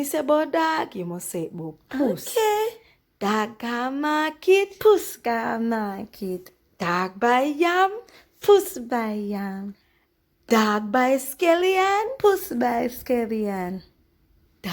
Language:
Jamaican Creole English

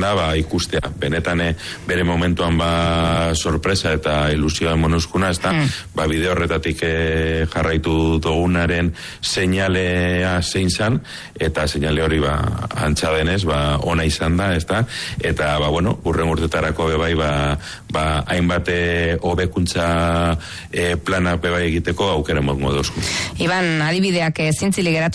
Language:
Basque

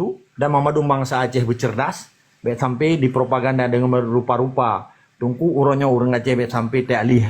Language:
Achinese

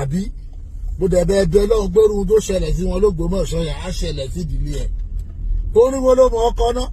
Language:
Yoruba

